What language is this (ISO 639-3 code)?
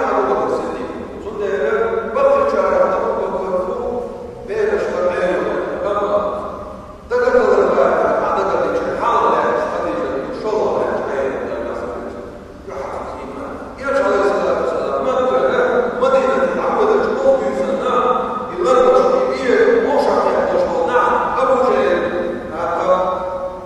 che